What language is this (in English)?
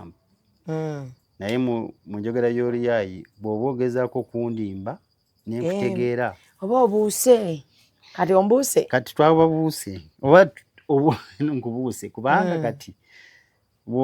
Ganda